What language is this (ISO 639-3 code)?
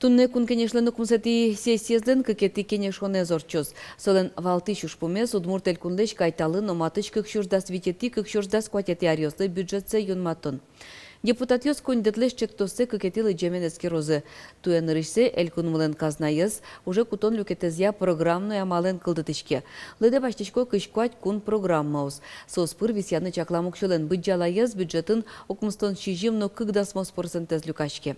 udm